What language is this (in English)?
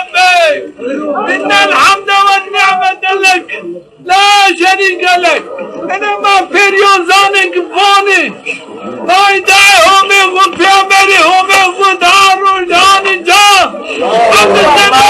Zaza